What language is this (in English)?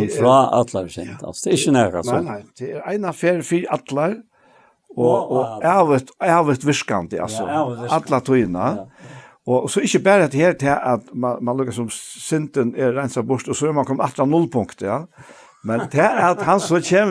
Faroese